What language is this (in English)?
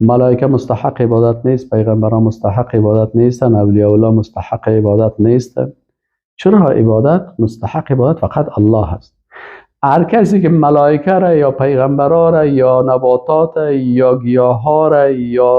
Persian